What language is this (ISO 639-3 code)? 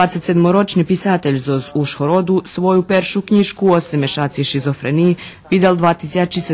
rue